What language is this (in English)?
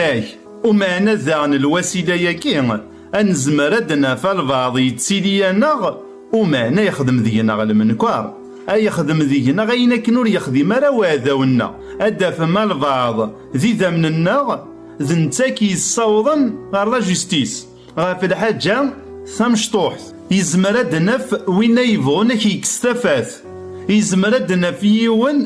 Kabyle